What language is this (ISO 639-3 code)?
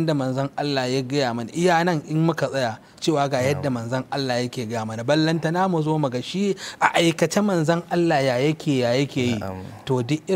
hau